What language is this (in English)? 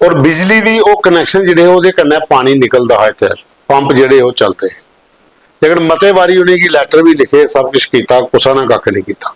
Dogri